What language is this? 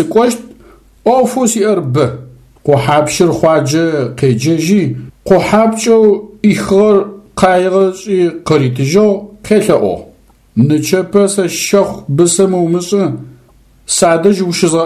Adyghe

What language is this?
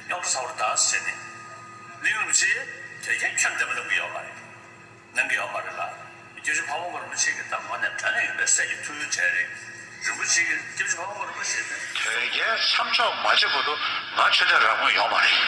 Tibetan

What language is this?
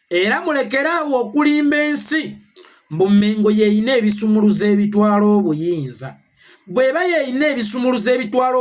Ganda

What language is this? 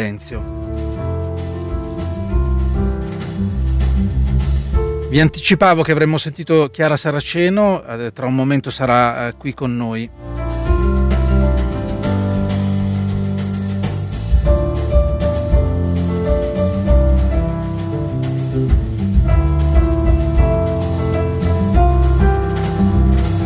Italian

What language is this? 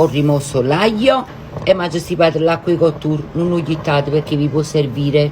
Neapolitan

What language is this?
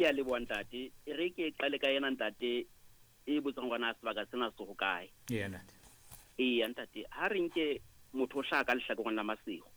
Southern Sotho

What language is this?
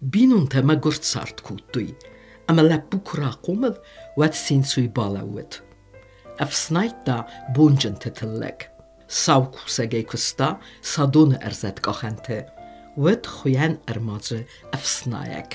Ossetic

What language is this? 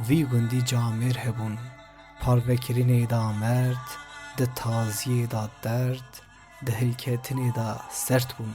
Kurdish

